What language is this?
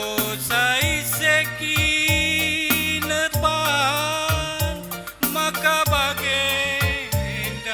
Batak Karo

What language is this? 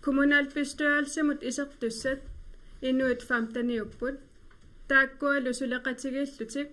Kalaallisut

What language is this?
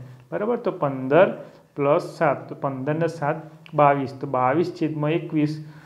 Gujarati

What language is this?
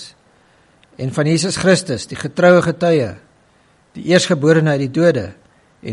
Afrikaans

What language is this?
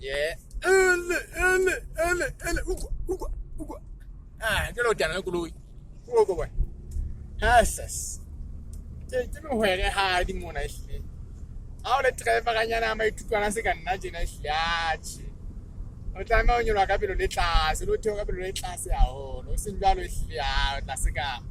Southern Sotho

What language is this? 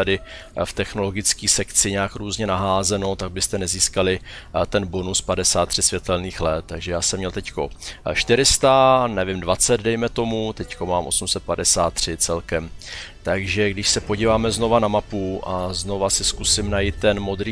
Czech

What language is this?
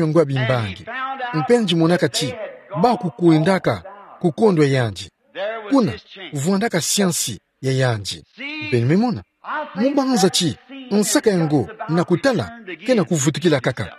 Kituba (Democratic Republic of Congo)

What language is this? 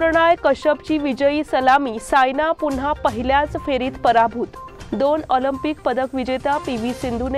Marathi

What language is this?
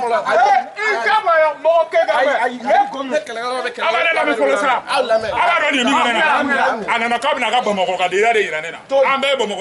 Bambara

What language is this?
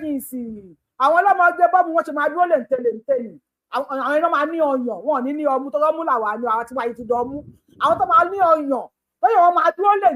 Yoruba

